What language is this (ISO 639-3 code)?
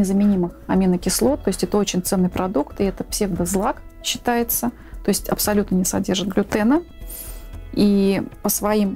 rus